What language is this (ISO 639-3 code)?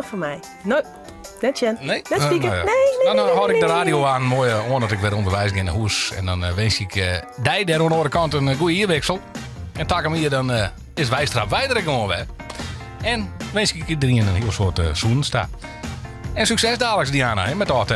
fry